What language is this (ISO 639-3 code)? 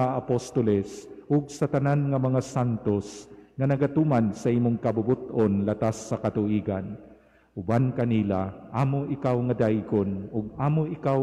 ceb